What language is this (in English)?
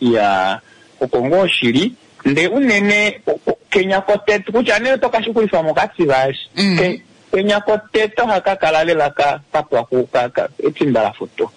Kuanyama